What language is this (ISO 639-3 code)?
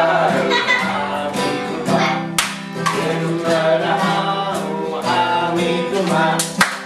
gla